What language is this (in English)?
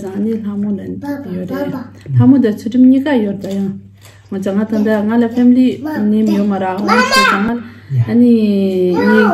Tibetan